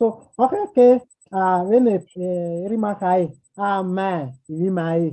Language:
Bini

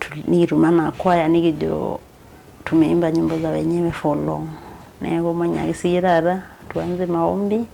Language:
Masai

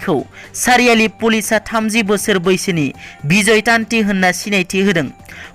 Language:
Bodo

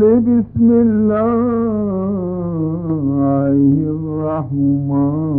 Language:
Baluchi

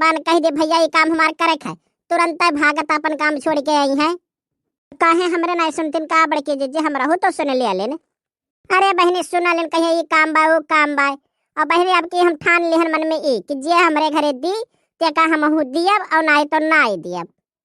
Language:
Awadhi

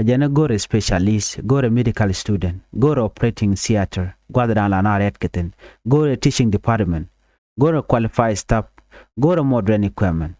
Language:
Nuer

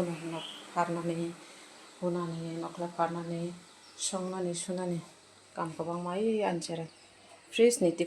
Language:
Kok Borok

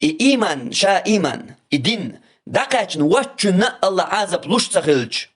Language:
Chechen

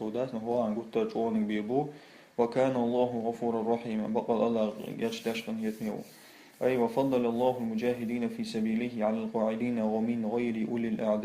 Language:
Chechen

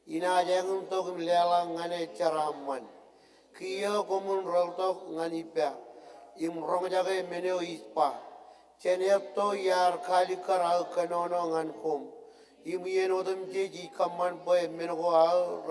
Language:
Marshallese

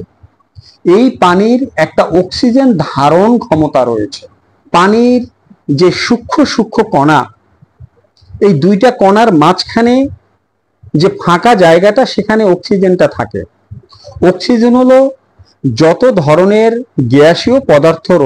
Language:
Bangla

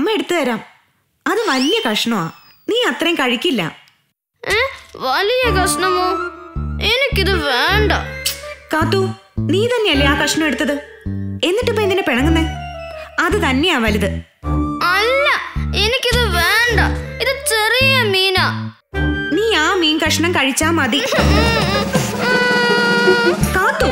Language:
Malayalam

